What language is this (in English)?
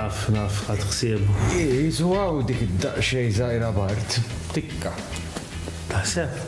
Maltese